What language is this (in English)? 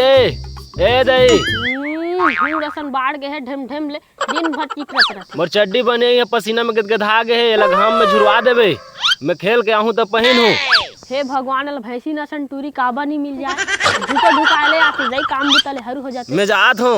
Chhattisgarhi